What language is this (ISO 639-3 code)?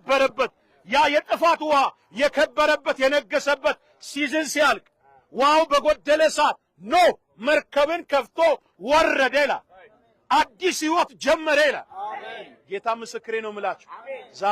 amh